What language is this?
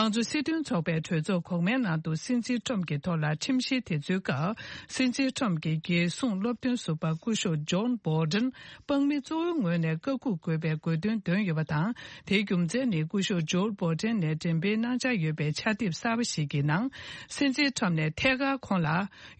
Tibetan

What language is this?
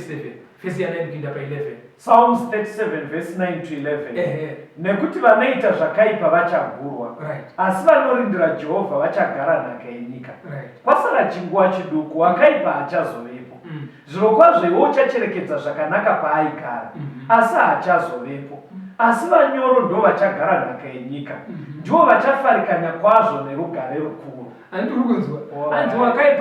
Shona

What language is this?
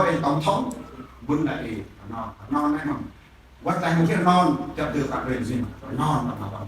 Central Mnong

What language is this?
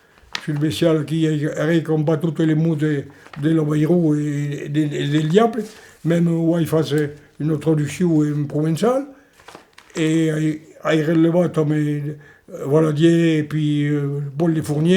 Occitan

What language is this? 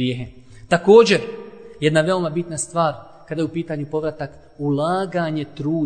Bosnian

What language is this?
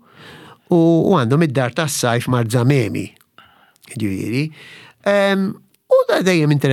Maltese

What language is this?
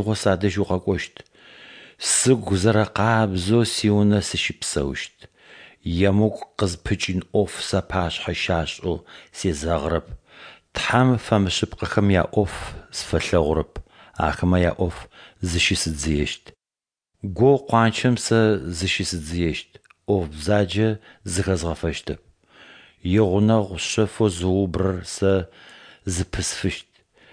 Adyghe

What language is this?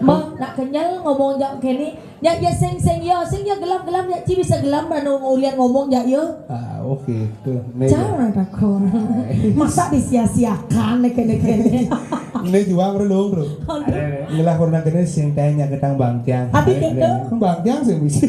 Balinese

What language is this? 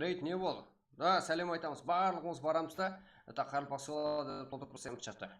Kara-Kalpak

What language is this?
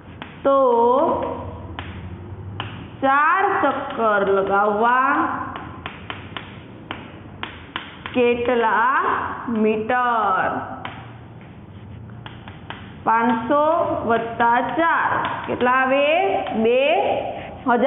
Gujarati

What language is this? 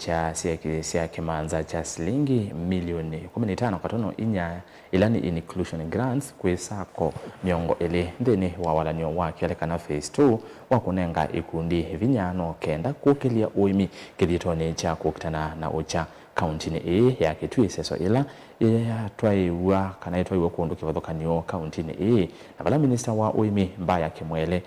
Kamba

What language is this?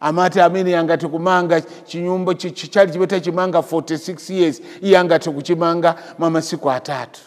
Nyanja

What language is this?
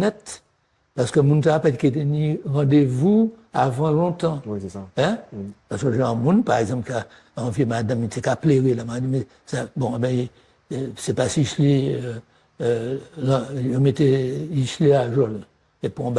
Guadeloupean Creole French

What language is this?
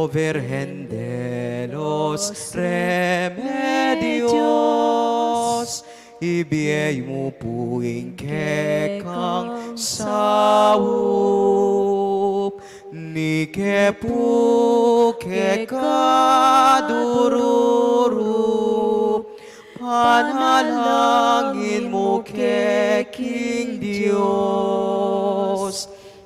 Pampanga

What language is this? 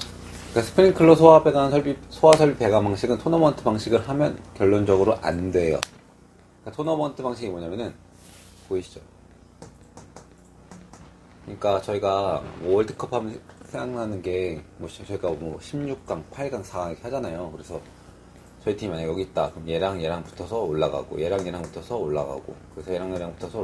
Korean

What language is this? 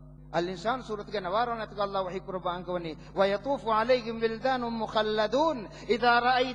Divehi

